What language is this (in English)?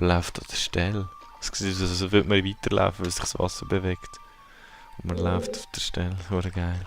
Swiss German